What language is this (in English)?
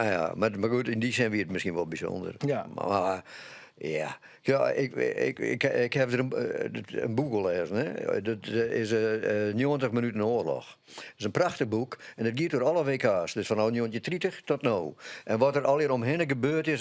Western Frisian